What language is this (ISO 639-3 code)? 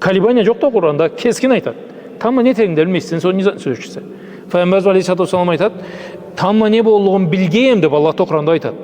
krc